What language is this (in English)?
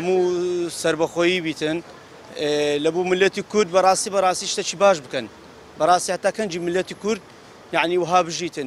Central Kurdish